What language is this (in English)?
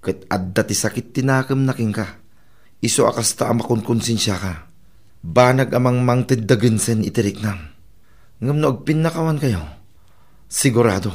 Iloko